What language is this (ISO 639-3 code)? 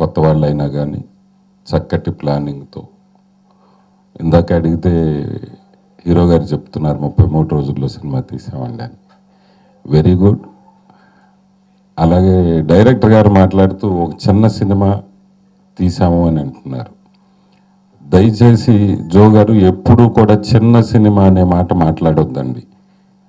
tel